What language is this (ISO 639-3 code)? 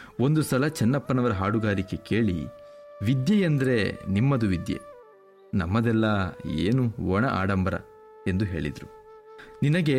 kan